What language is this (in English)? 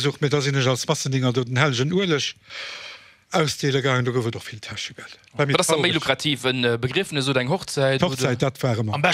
Luxembourgish